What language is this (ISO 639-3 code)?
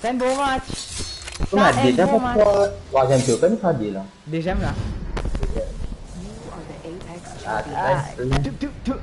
mfe